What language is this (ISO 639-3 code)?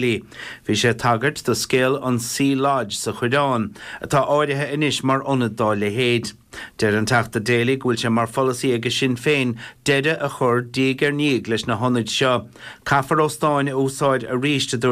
gle